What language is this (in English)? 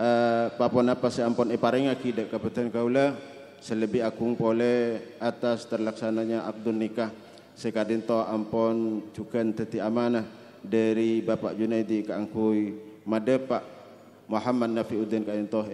Madurese